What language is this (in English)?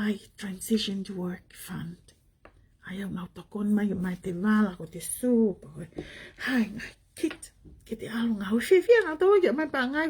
Tongan